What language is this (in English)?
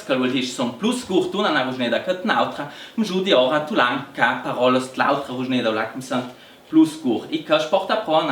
Ladin